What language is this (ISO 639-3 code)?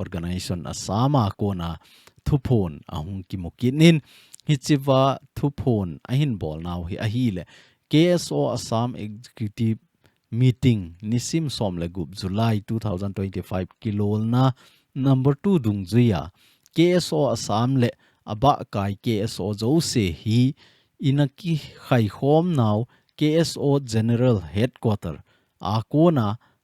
tcz